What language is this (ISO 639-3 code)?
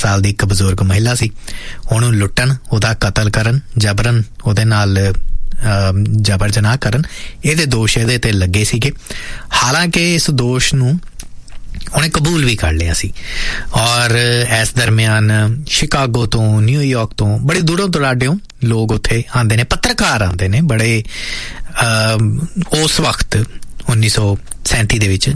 pan